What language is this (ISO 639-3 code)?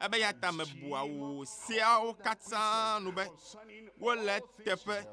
ewe